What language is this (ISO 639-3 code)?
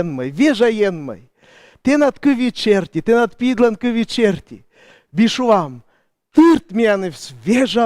kom